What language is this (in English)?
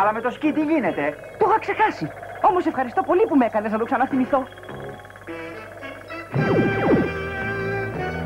Greek